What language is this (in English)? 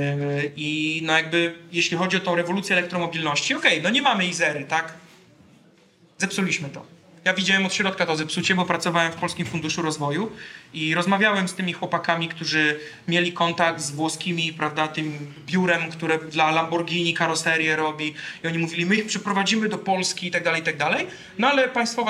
Polish